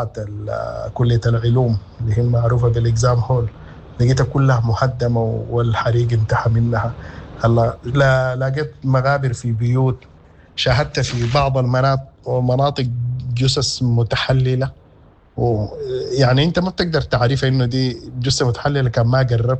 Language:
Sudanese Arabic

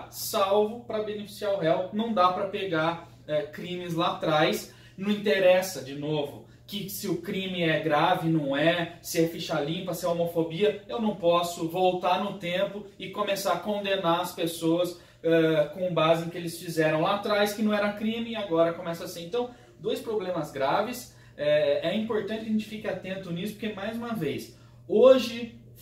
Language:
Portuguese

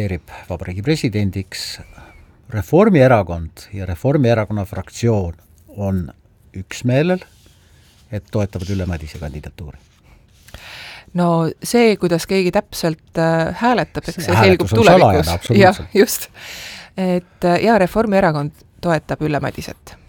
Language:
Estonian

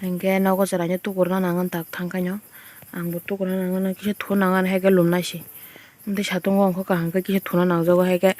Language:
Kok Borok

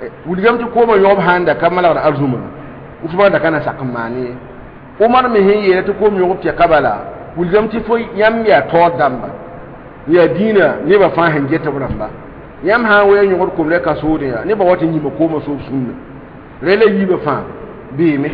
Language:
Mossi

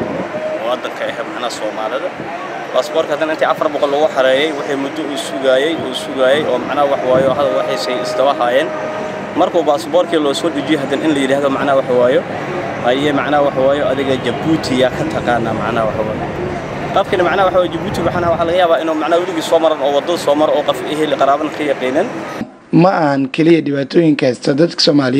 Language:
Somali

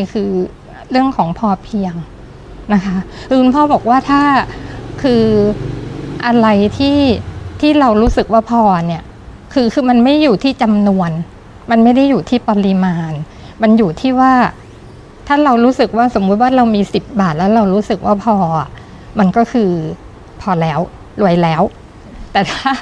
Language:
Thai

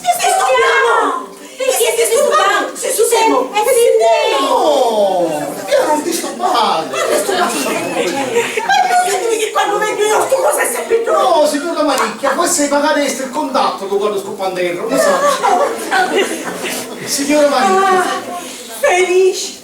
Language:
Sicilian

